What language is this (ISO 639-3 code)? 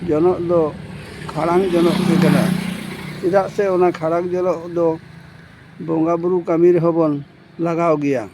sat